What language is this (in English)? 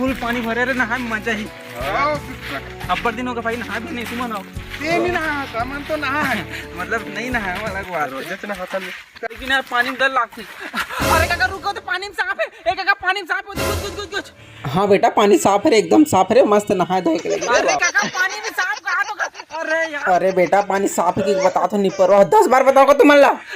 Chhattisgarhi